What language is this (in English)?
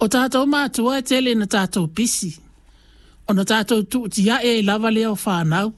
Samoan